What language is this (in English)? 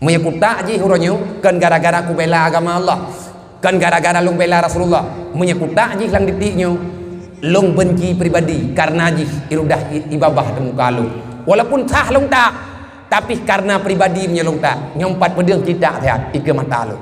Achinese